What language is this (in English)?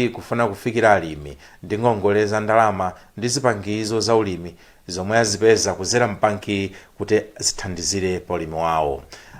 Nyanja